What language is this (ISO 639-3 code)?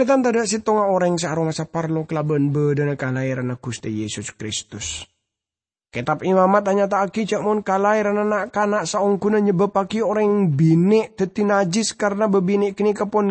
mad